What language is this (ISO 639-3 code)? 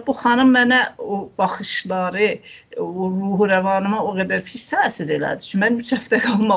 azb